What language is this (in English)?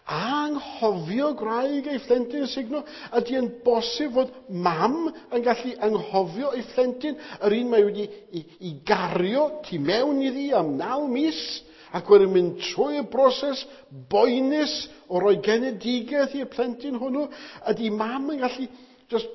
Welsh